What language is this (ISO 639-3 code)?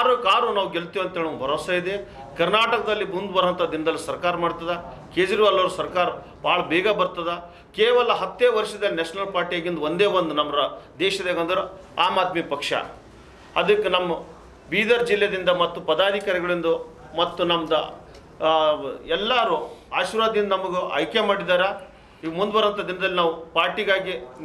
kan